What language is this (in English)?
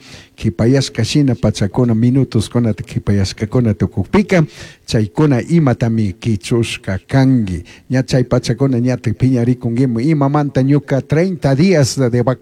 Chimborazo Highland Quichua